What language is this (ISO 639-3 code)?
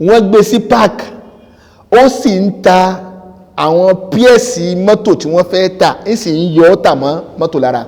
yor